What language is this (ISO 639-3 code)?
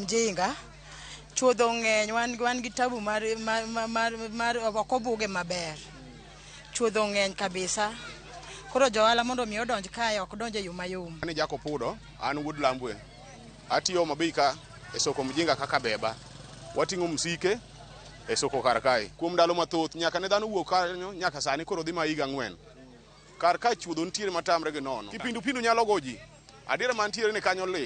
luo